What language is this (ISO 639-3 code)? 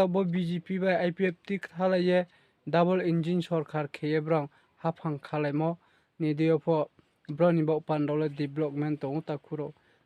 ria